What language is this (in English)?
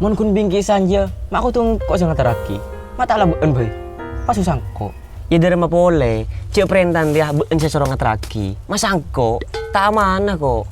Madurese